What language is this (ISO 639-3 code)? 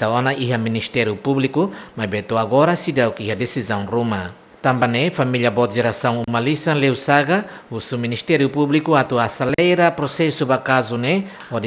tet